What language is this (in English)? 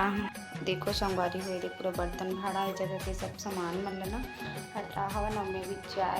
Chhattisgarhi